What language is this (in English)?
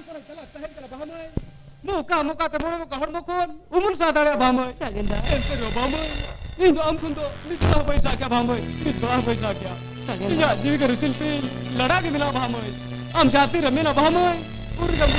Santali